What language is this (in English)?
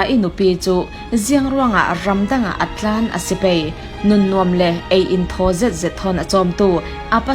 Falam Chin